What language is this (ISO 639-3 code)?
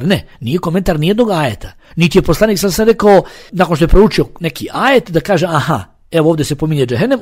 bos